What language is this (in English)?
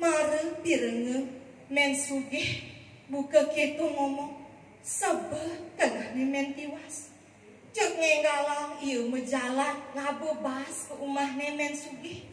Balinese